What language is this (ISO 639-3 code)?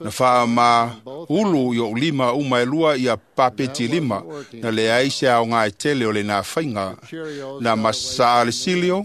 smo